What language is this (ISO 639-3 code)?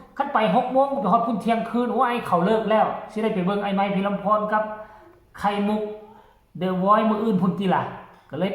tts